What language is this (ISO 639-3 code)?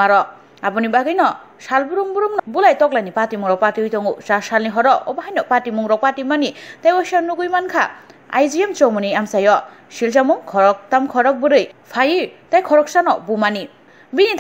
trp